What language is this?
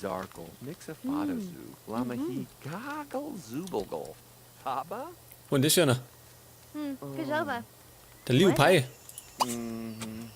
Bavarian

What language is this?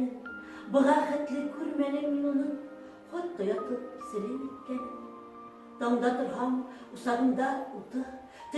Bashkir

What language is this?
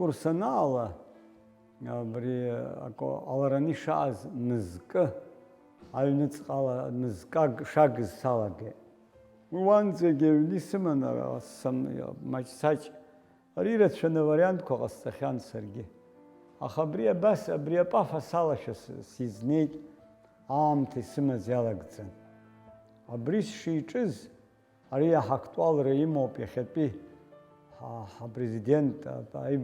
Abkhazian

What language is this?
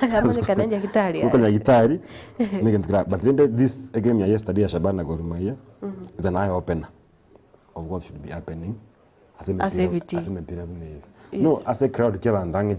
Gusii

